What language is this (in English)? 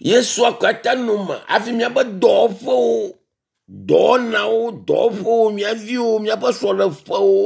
Ewe